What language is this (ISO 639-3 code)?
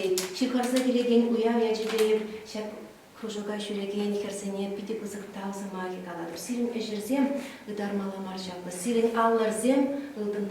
chv